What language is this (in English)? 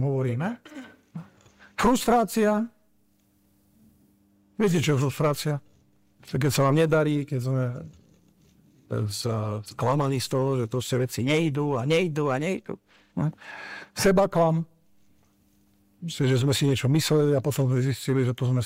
Slovak